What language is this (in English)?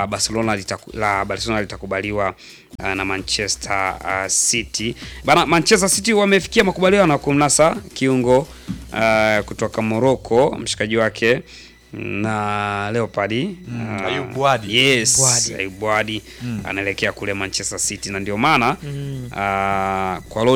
Swahili